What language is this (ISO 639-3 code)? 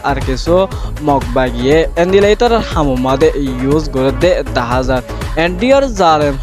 rhg